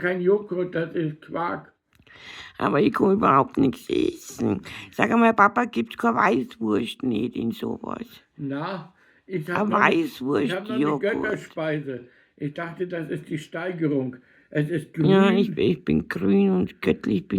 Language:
Bavarian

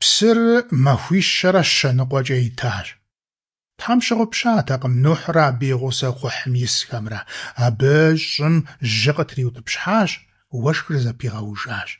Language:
Kabardian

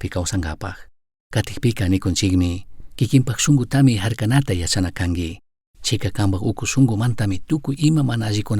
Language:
Chimborazo Highland Quichua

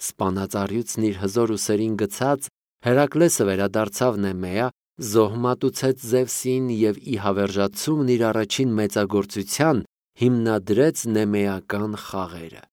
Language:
Armenian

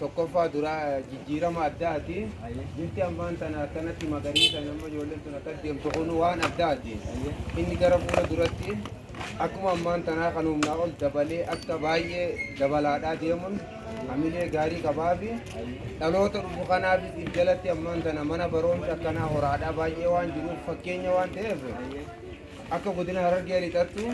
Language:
Oromo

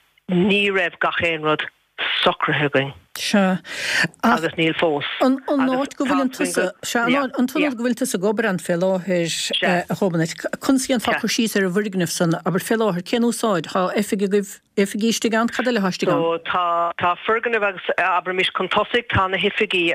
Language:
Irish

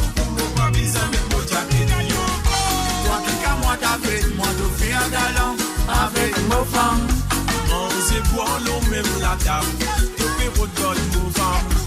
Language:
Morisyen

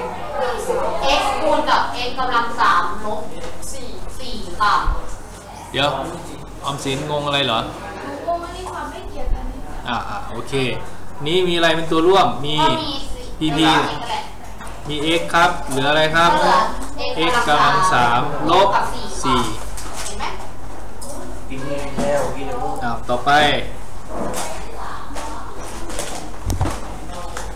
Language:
Thai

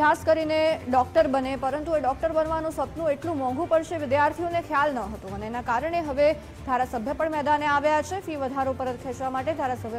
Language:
Gujarati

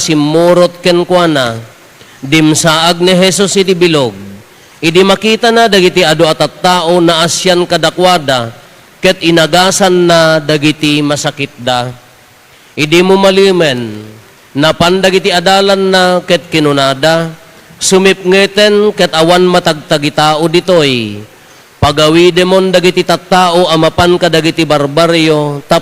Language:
Iloko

